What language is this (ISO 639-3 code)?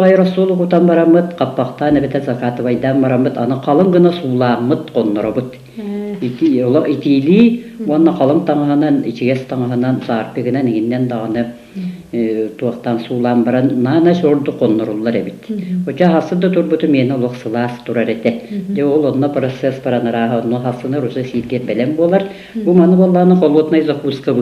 sah